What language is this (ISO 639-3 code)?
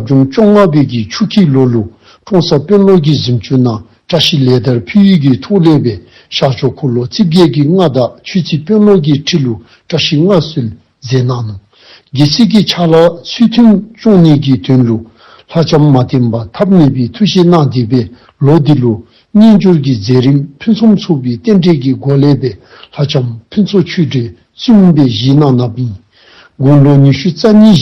dzo